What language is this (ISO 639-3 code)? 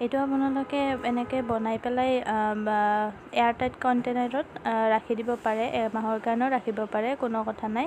asm